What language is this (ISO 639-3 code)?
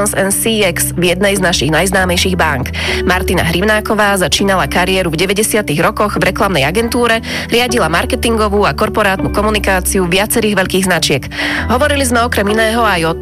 slk